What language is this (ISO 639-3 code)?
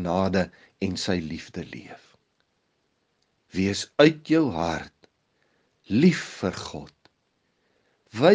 afr